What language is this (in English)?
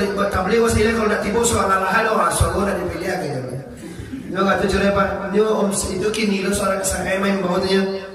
Minangkabau